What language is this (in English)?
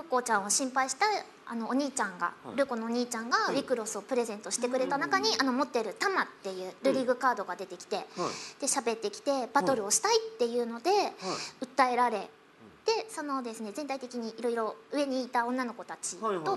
Japanese